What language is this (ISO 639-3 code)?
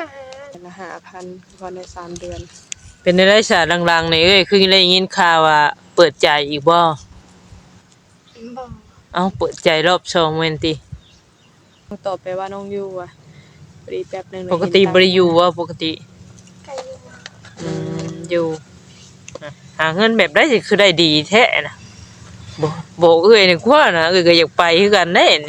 tts